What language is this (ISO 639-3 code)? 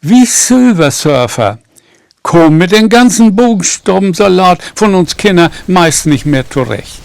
nds